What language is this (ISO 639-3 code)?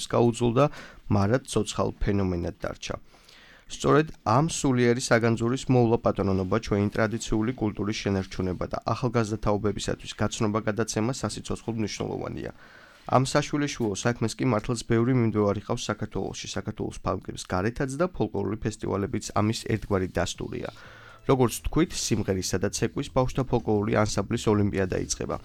kat